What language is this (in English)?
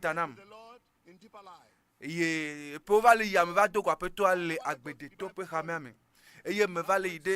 Ewe